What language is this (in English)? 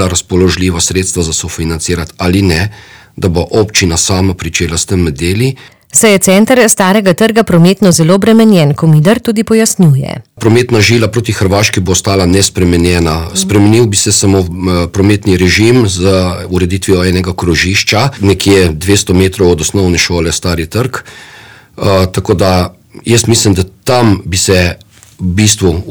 Slovenian